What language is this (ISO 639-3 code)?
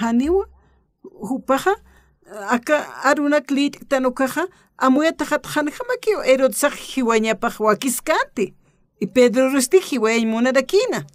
aym